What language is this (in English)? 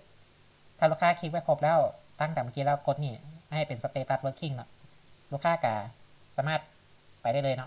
Lao